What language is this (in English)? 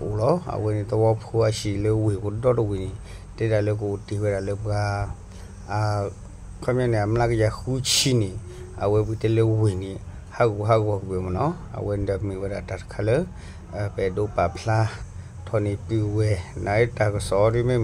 S'gaw Karen